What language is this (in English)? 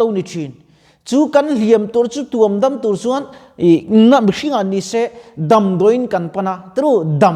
Mizo